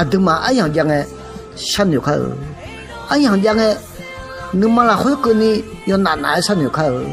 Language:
Akha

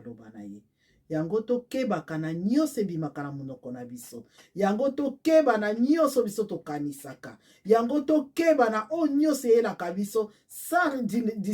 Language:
Lingala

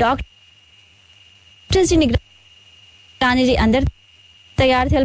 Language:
Sindhi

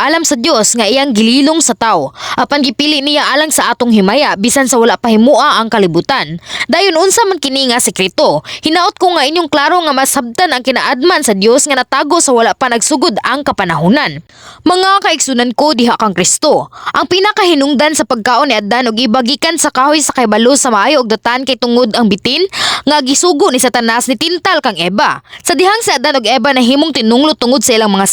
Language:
Cebuano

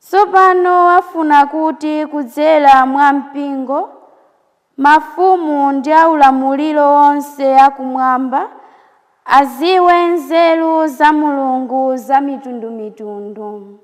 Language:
Nyanja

